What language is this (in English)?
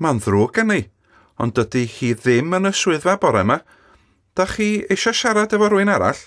Welsh